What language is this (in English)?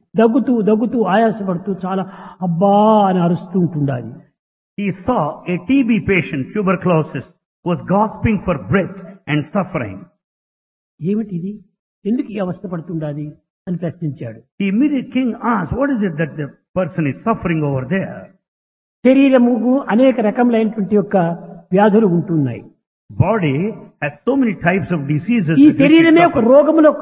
Telugu